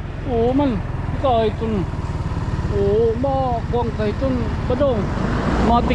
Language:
Waray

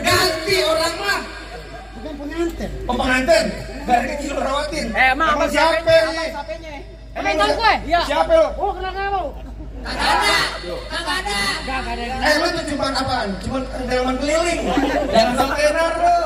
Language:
Betawi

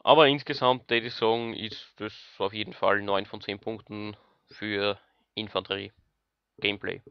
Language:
Bavarian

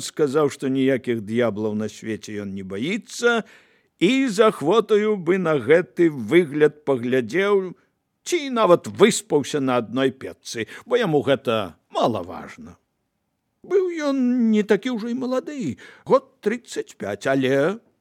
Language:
Belarusian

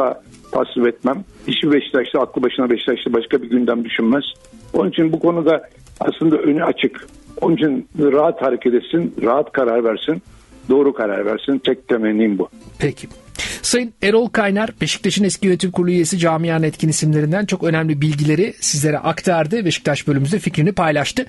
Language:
Turkish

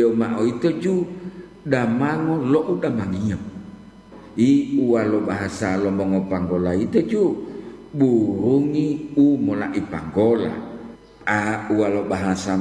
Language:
Gorontalo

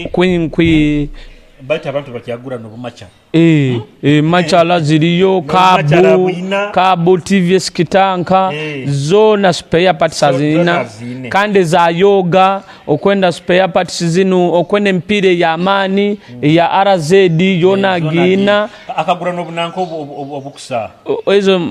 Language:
Nyoro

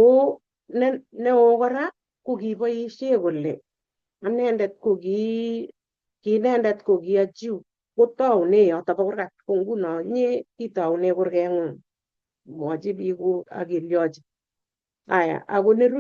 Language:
Kalenjin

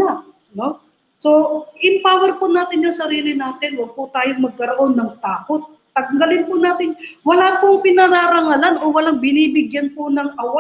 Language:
Filipino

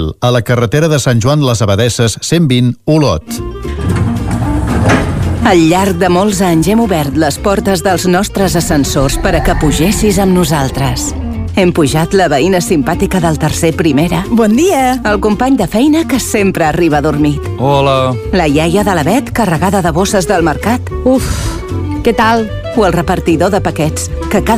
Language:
Catalan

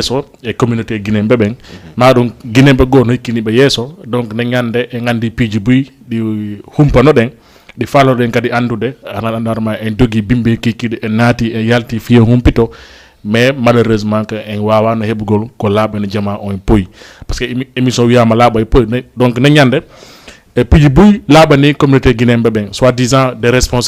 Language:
Fula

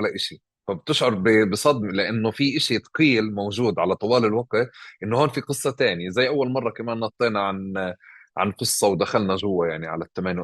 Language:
North Levantine Arabic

